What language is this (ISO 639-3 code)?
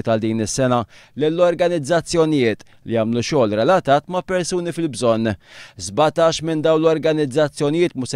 mlt